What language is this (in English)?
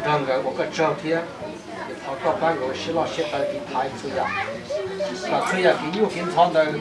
Hmong